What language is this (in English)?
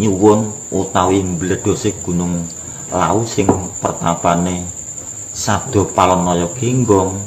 Javanese